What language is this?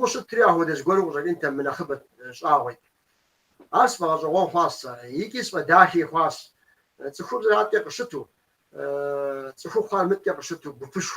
Kabardian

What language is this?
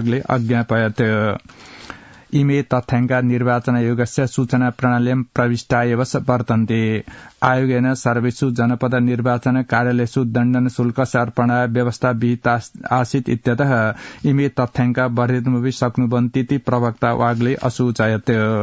Sanskrit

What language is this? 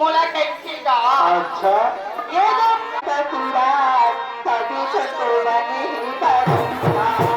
Chhattisgarhi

